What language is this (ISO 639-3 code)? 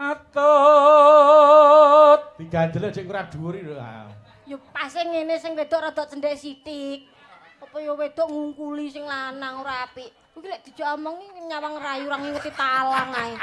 jav